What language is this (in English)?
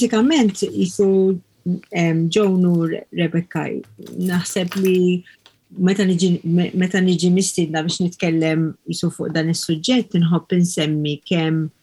Maltese